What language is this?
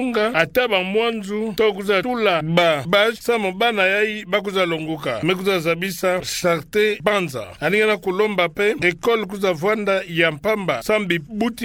Kituba (Democratic Republic of Congo)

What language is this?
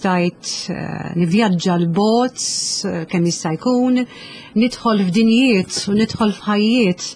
Maltese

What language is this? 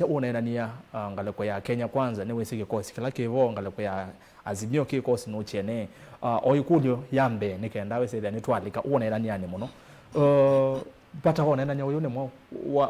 Kamba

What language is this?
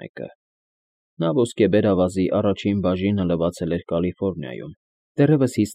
Armenian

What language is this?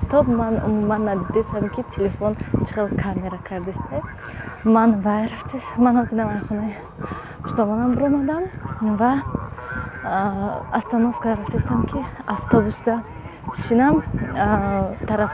Tajik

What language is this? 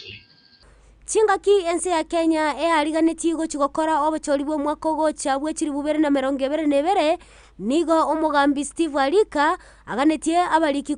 Gusii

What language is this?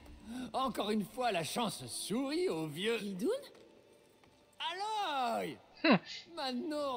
French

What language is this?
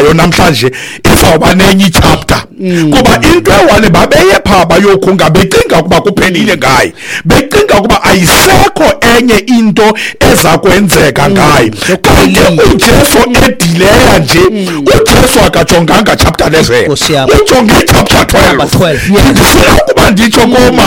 Xhosa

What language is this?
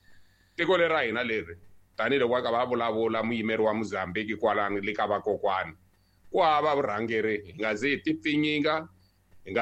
Tsonga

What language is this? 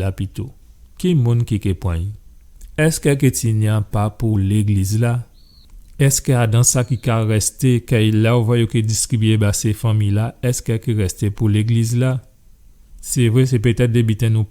Guadeloupean Creole French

